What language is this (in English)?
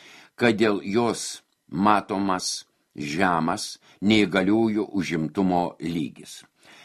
Lithuanian